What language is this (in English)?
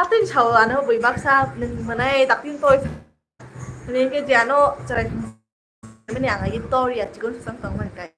Kok Borok